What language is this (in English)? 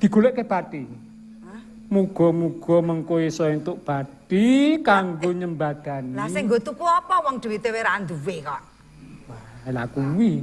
Javanese